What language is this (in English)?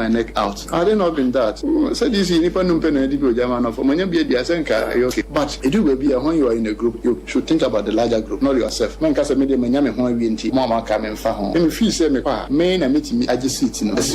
Akan